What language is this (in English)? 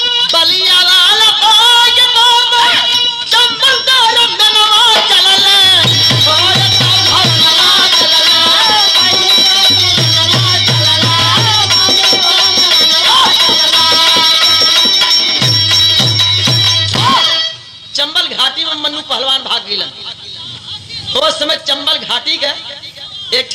Bhojpuri